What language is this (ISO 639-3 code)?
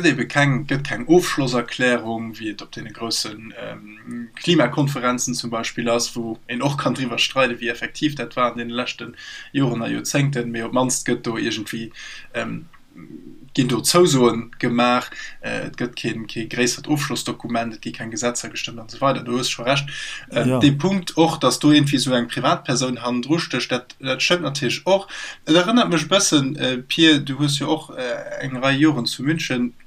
ltz